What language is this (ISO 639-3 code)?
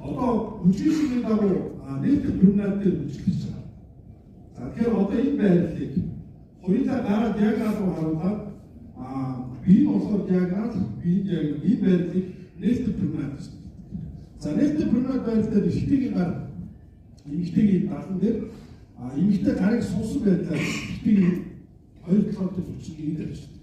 mon